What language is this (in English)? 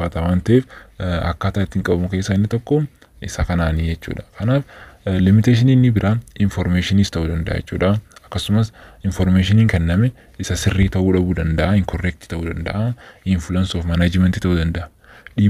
Oromo